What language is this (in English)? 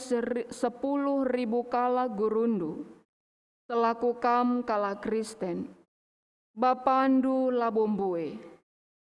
Batak Karo